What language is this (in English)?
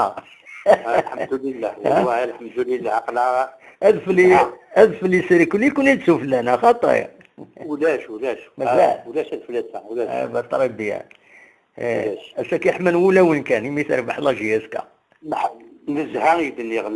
Kabyle